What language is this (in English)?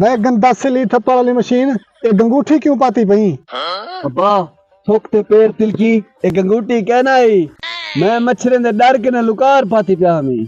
Saraiki